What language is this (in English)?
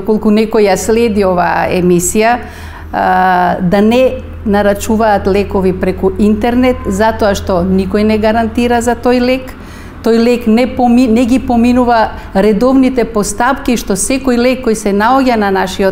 Macedonian